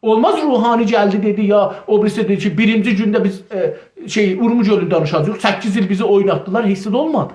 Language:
South Azerbaijani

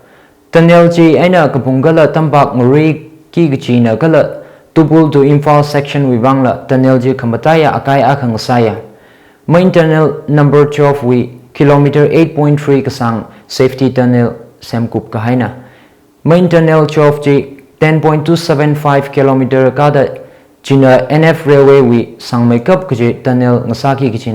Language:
Tangkhul Naga (India)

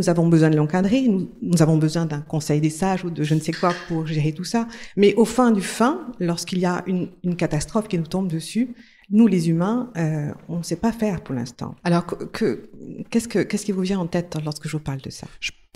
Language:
French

